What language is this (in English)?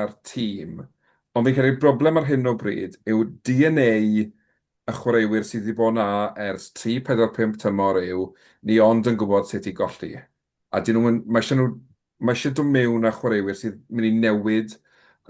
Welsh